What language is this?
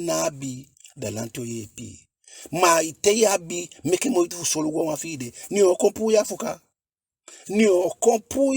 Eastern Maroon Creole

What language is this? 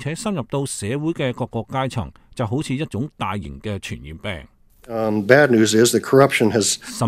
Cantonese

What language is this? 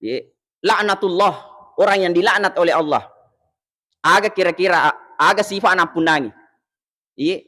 Buginese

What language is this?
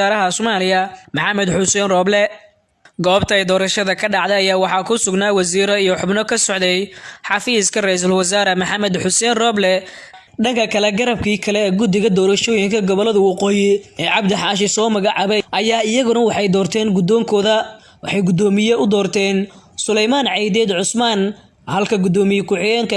Somali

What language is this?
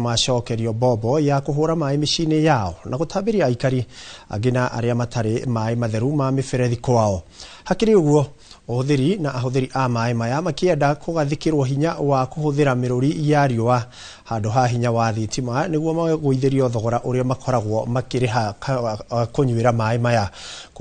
Kikuyu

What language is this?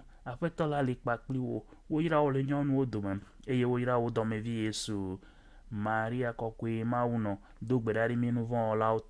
Ewe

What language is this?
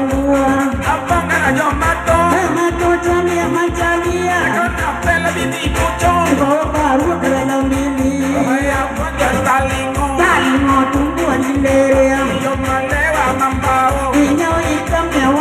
Minangkabau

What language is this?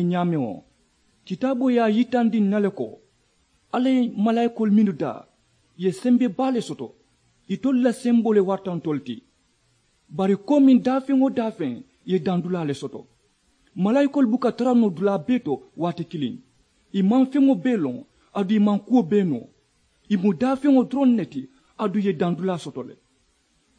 Mandingo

